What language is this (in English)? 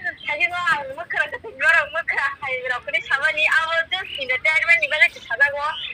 Kok Borok